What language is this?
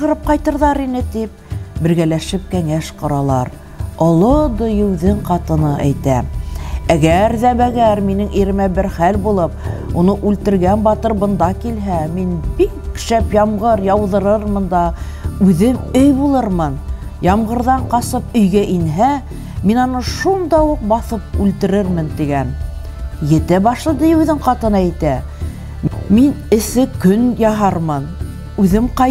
Bashkir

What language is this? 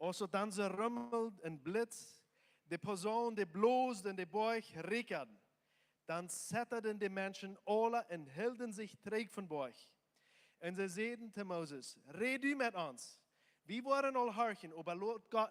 Plautdietsch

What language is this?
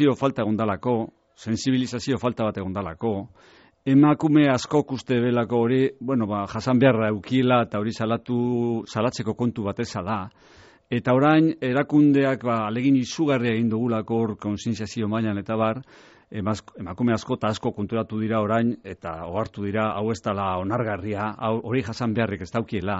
Basque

